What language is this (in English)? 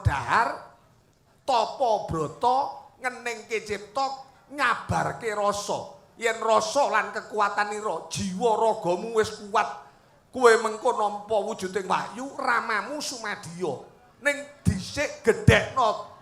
Javanese